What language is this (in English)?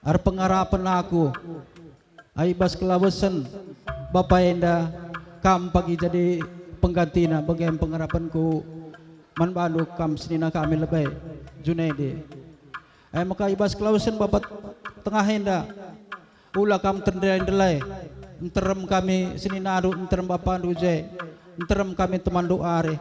Batak Karo